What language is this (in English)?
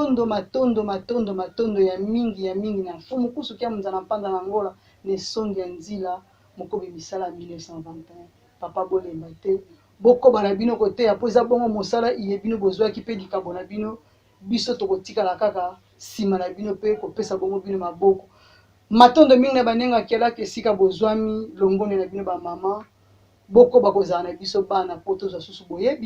Lingala